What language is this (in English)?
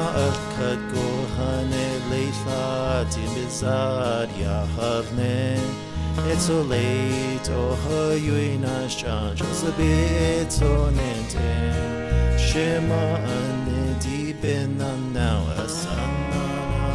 Navajo